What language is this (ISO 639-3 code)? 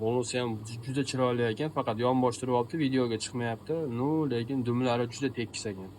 uzb